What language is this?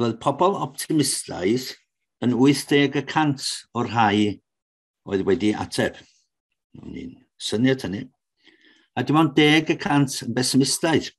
Welsh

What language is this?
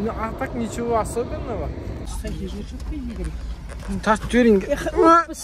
Kazakh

